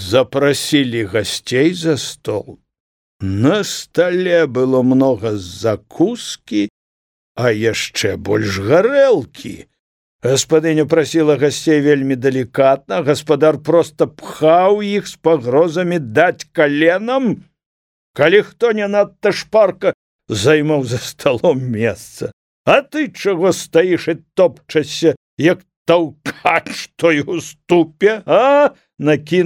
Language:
Belarusian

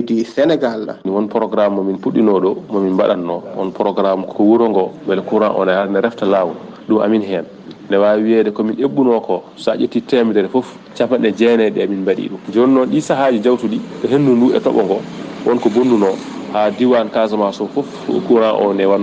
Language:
Fula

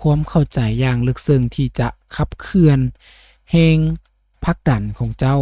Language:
Lao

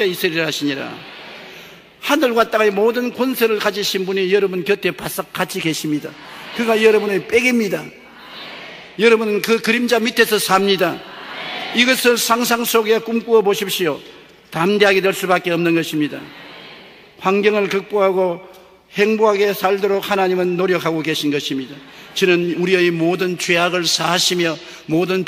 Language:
Korean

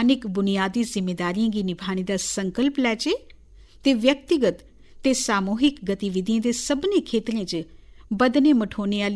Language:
Dogri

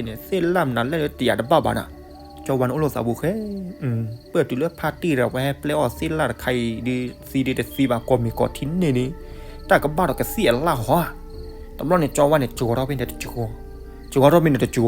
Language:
S'gaw Karen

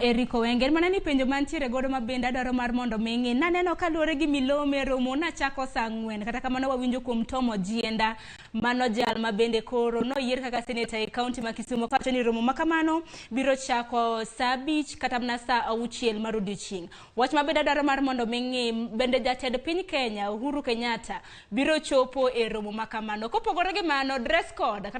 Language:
Luo (Kenya and Tanzania)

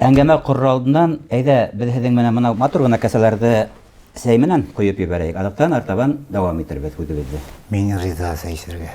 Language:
Bashkir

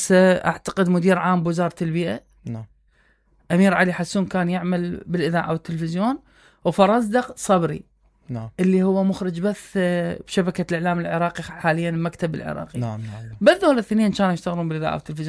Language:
Mesopotamian Arabic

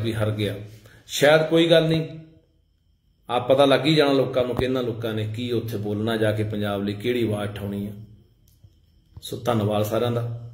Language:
Punjabi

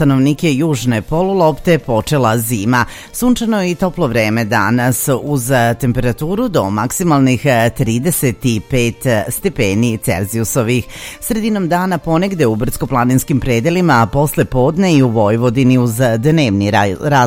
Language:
Serbian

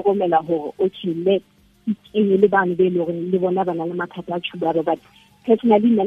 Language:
Southern Sotho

